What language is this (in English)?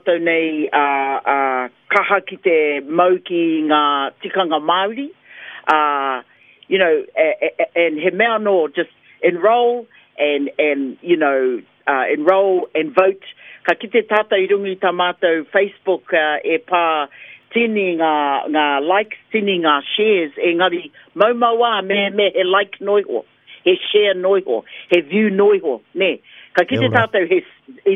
Māori